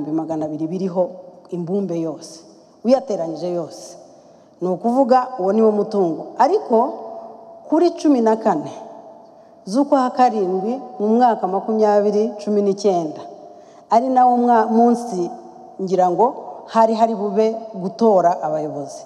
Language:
Kinyarwanda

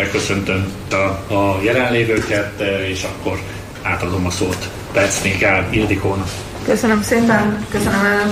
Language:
Hungarian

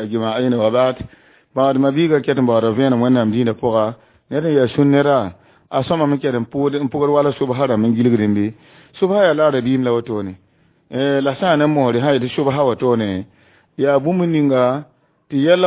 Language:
Mossi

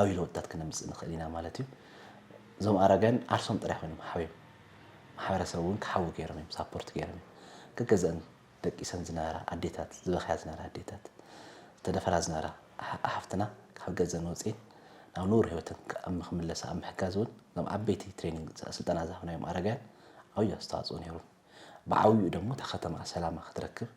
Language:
Tigrinya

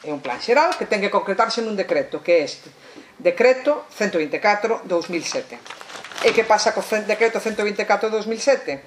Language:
Galician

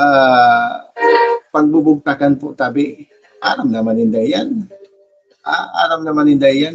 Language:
Bikol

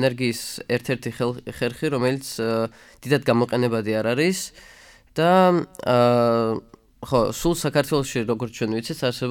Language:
Georgian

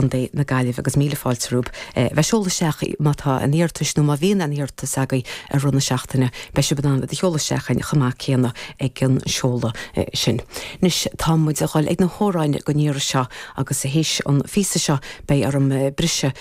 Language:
Irish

